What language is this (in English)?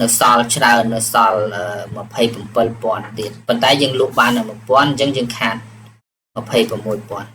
Khmer